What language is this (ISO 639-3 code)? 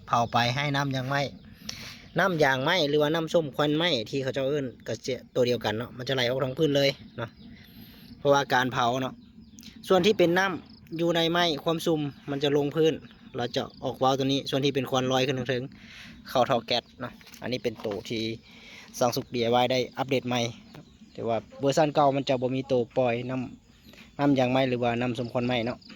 lao